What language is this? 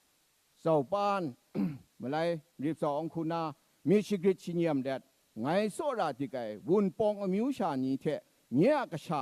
Kachin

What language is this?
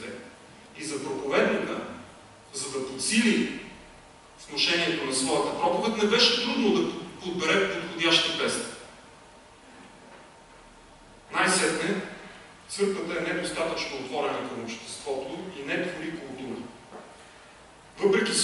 Bulgarian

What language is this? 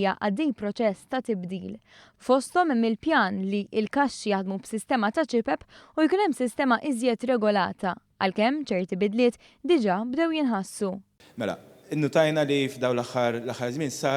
Maltese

